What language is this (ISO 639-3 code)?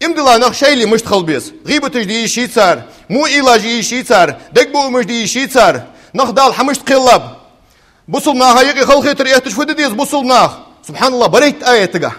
inh